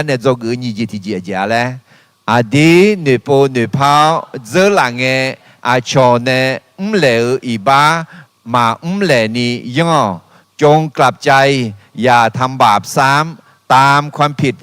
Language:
Akha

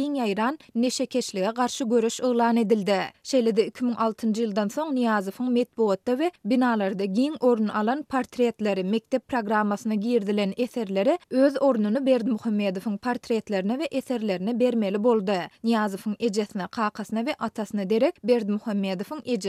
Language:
Turkmen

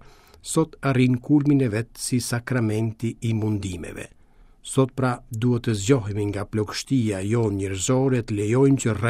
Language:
Albanian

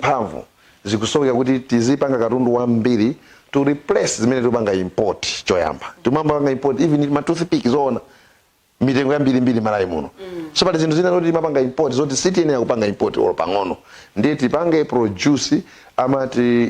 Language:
Nyanja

